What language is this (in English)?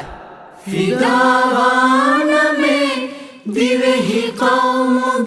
Divehi